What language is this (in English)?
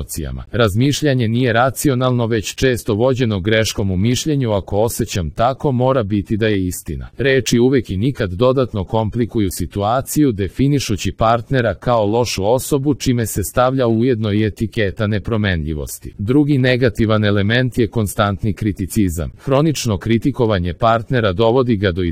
Serbian